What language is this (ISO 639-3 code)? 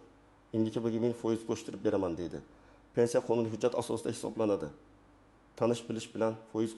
uzb